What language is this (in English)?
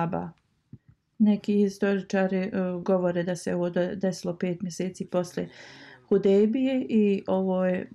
Bosnian